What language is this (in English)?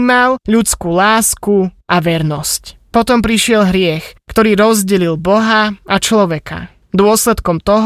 Slovak